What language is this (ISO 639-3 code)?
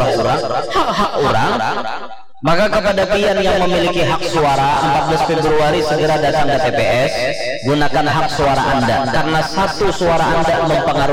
bjn